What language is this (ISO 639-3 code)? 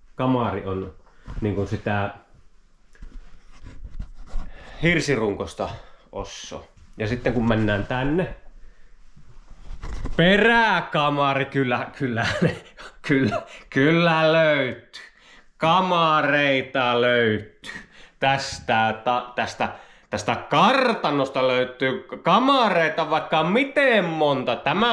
fin